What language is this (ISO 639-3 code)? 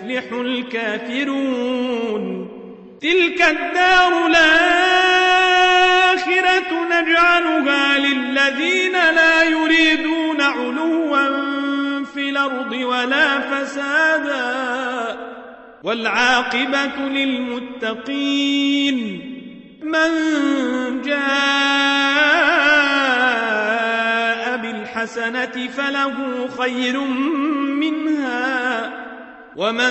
ara